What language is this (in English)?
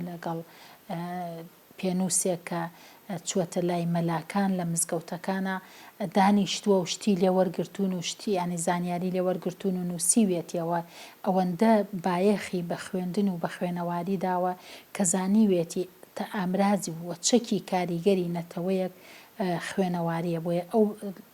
Central Kurdish